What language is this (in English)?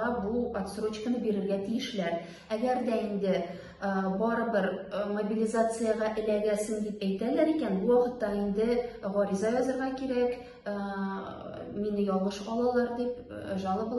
Tatar